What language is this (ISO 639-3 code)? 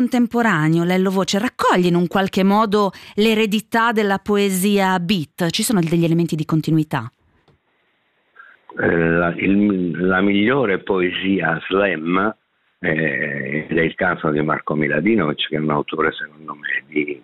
ita